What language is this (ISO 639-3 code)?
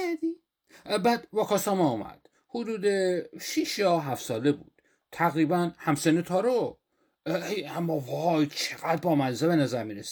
fas